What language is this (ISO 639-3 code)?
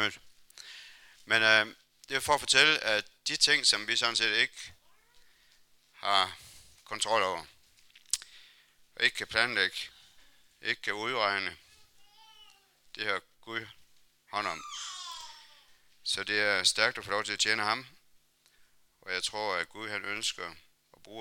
dan